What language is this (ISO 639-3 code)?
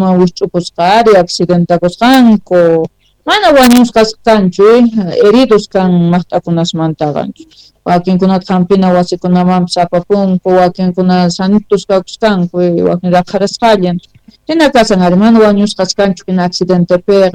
quh